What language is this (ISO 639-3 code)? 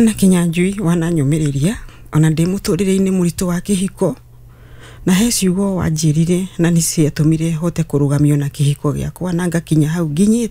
kik